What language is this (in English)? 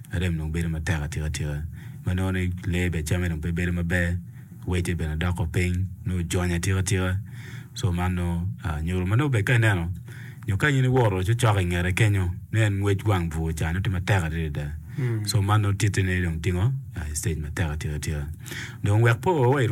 Acoli